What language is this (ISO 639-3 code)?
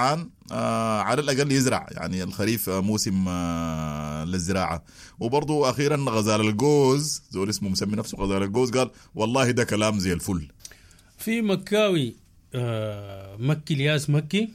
apd